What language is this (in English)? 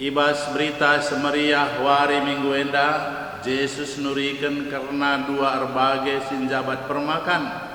Batak Karo